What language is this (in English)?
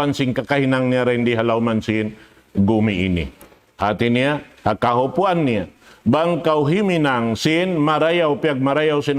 Tausug